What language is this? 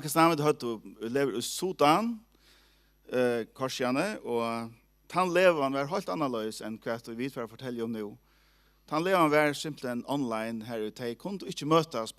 Faroese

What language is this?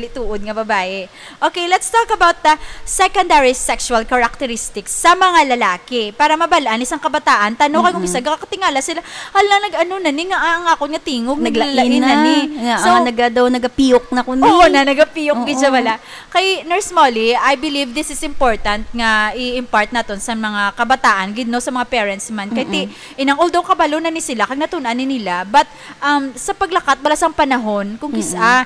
Hiligaynon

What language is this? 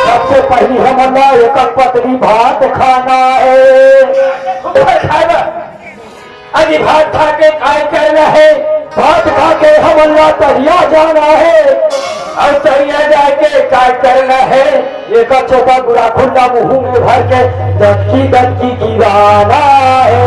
Chhattisgarhi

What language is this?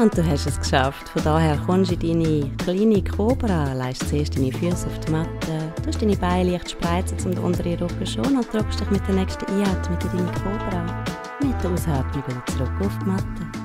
Swiss German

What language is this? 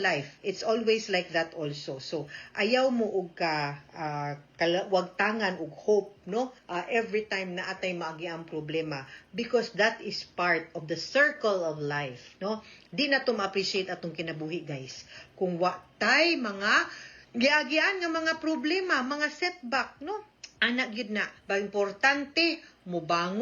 Cebuano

